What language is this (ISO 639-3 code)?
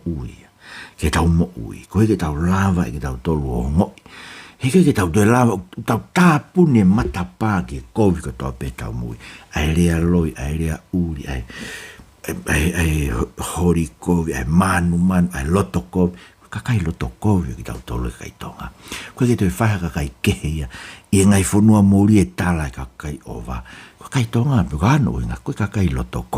ton